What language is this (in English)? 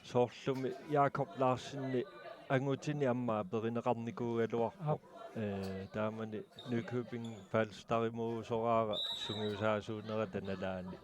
Kalaallisut